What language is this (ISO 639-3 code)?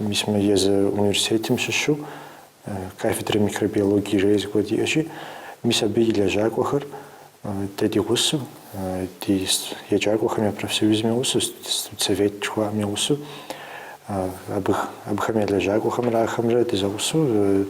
kbd